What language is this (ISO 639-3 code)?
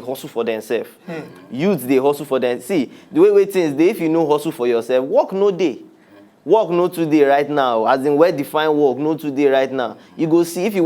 pcm